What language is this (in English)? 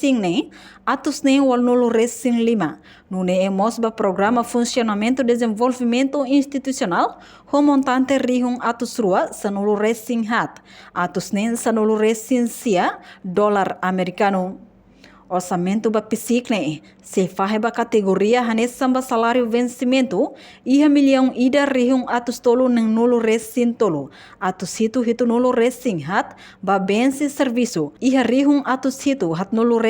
Tetum